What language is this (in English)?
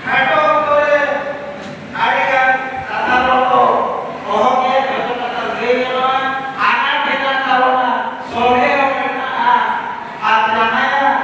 Santali